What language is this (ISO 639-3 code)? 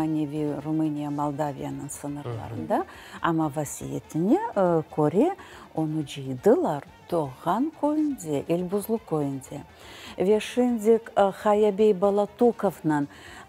crh